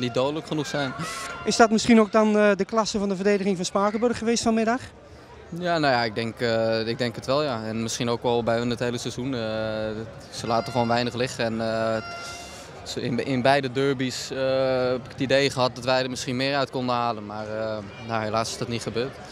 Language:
Dutch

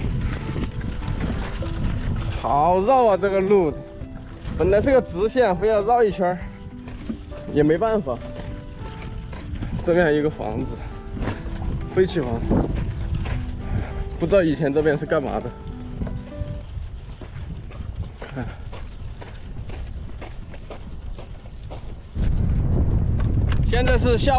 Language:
Chinese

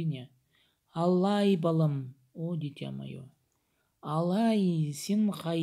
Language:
Khakas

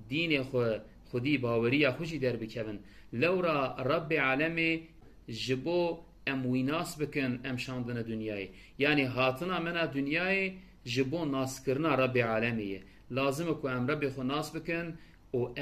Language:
Kurdish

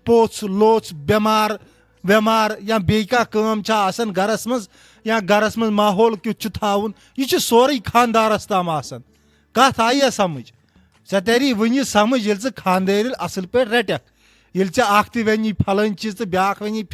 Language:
Kashmiri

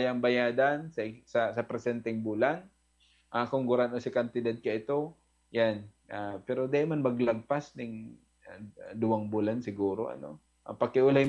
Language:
Bikol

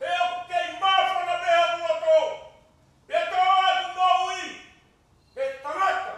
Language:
Tongan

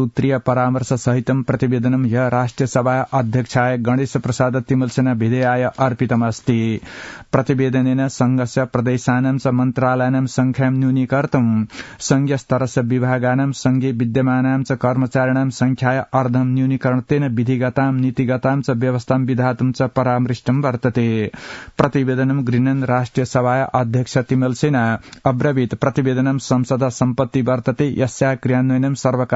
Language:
Sanskrit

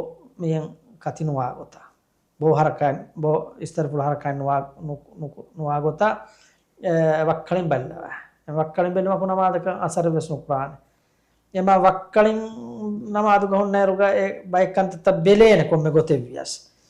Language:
Divehi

